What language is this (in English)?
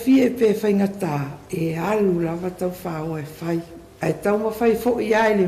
Samoan